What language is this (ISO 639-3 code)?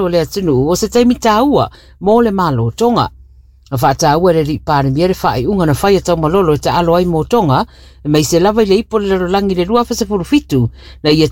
smo